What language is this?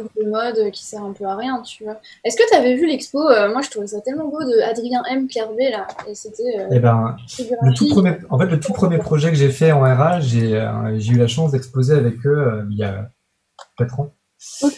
French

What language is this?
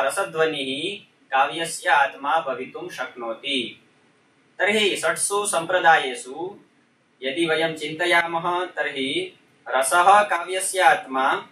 Sanskrit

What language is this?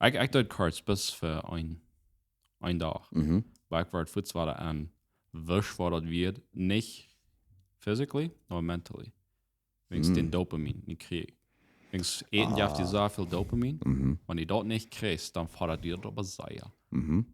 Plautdietsch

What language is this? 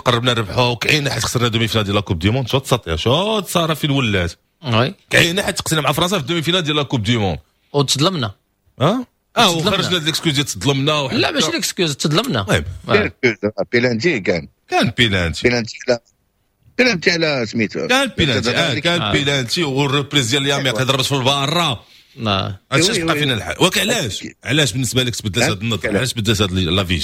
Moroccan Arabic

